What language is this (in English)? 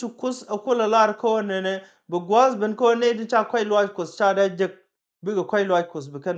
Nuer